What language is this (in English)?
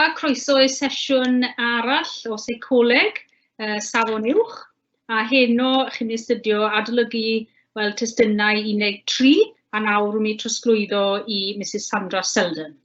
Welsh